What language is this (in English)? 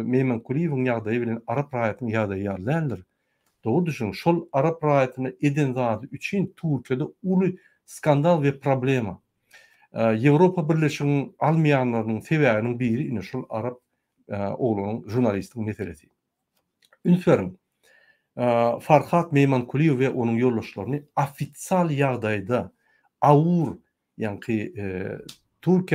Turkmen